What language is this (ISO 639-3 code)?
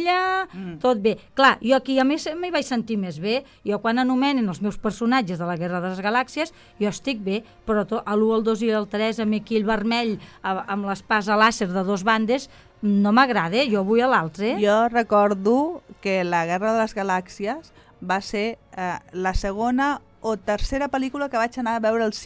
cat